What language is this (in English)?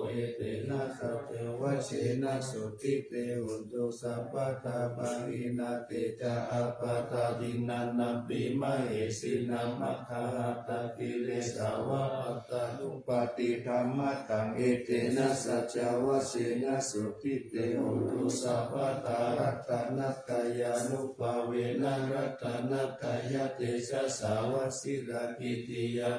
Pali